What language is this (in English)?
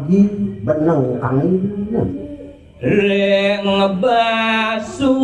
Balinese